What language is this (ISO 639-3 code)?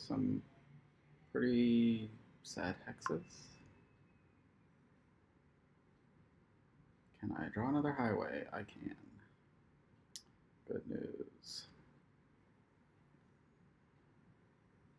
eng